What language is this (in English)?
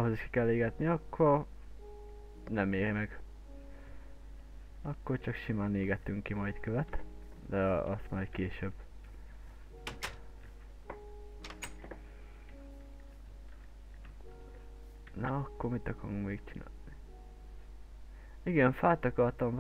Hungarian